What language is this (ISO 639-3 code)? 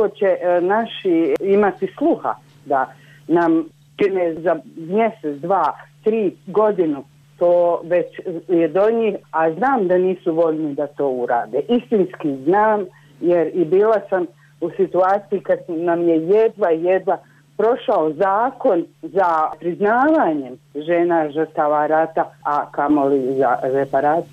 bos